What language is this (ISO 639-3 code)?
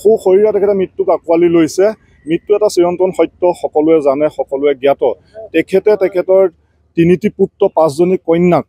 asm